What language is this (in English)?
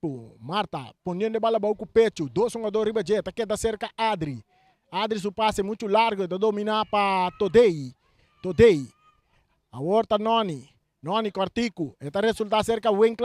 Papiamento